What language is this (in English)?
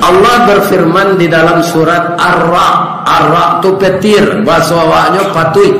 Minangkabau